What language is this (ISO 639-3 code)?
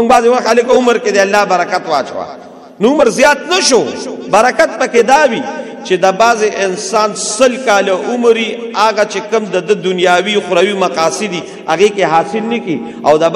pus